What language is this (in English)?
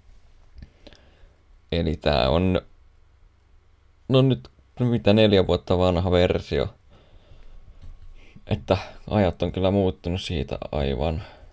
Finnish